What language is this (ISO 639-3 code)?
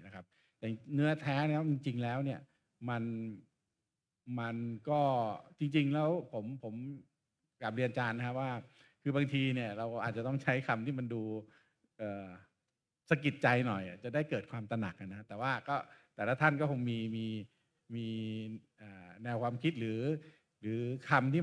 tha